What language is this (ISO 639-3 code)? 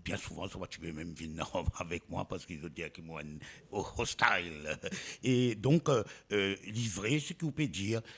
mfe